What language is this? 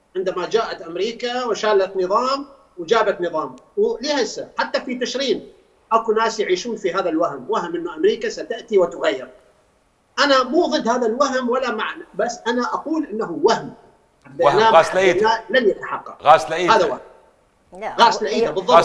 Mesopotamian Arabic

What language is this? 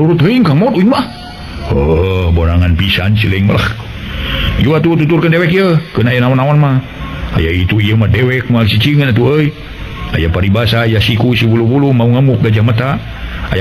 Sundanese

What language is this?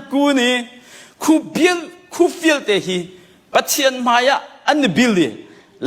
Hakha Chin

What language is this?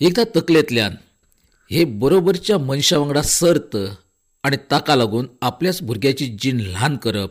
Konkani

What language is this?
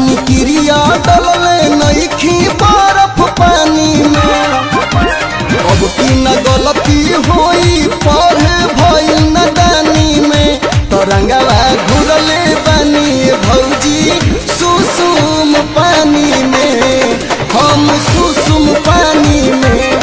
Bhojpuri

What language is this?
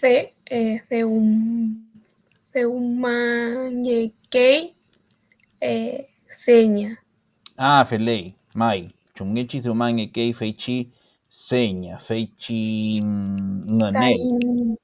Mapuche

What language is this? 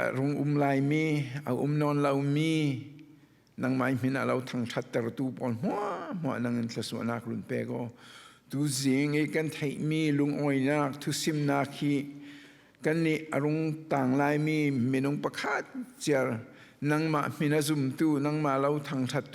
Falam Chin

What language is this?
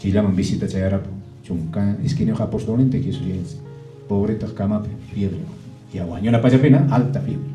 Quechua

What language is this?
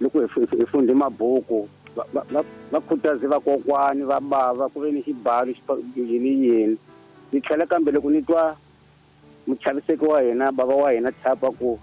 Tsonga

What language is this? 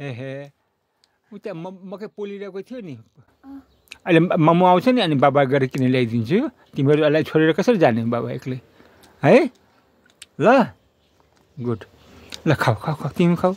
Nepali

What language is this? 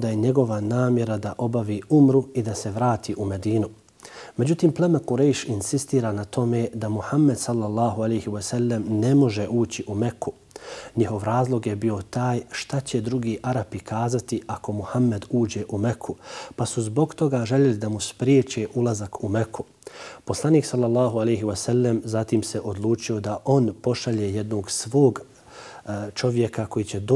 Bosnian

